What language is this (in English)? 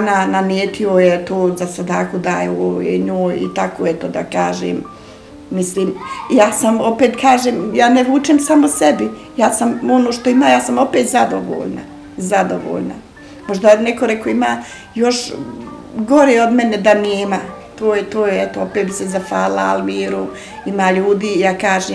Bosnian